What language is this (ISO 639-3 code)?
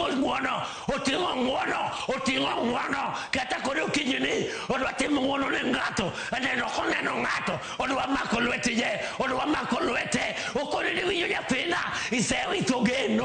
luo